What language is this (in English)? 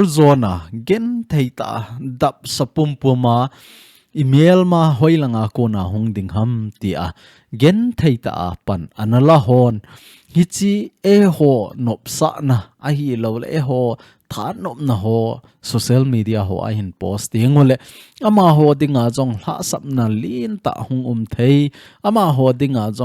Thado Chin